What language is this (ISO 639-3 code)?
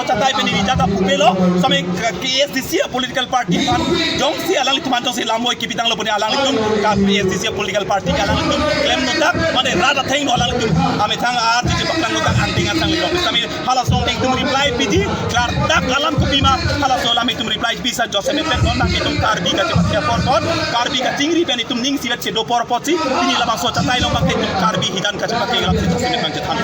mjw